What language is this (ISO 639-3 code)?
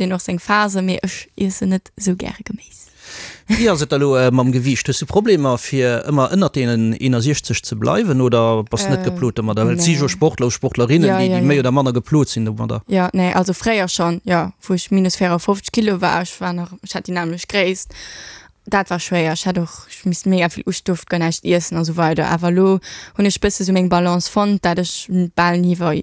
ltz